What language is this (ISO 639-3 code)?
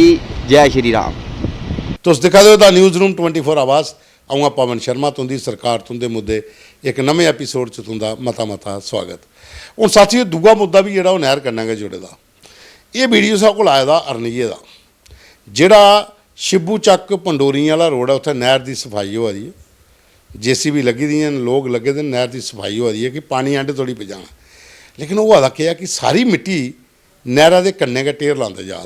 doi